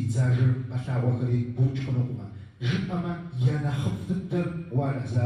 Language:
Kabardian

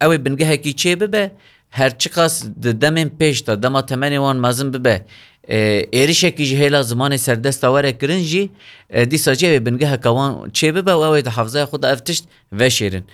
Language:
Kurdish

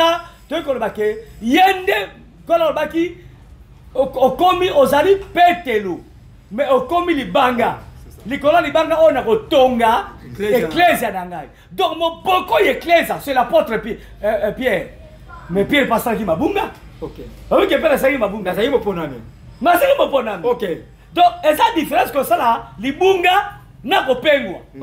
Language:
Lingala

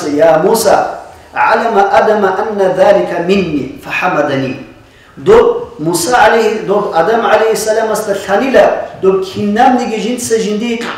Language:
Avaric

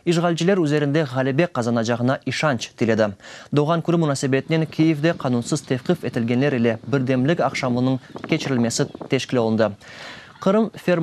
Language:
Crimean Tatar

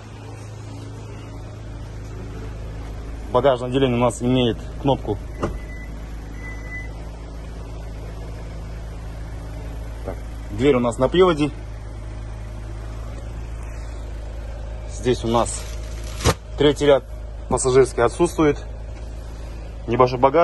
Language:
Russian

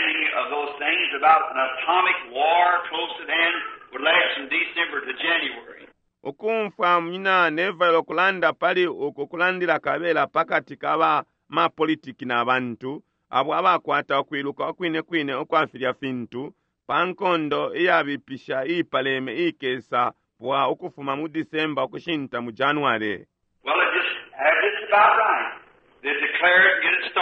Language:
Bemba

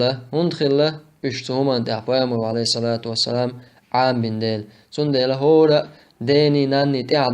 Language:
Chechen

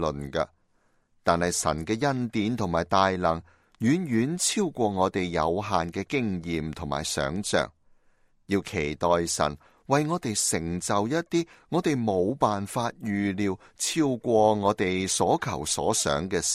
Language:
Cantonese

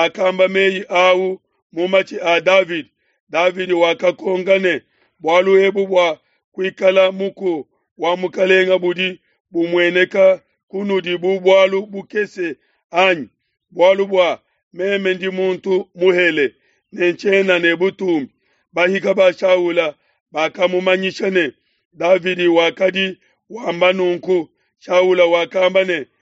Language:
Luba-Lulua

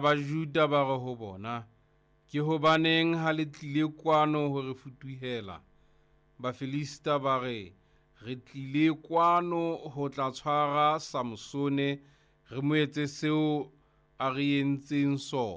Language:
Southern Sotho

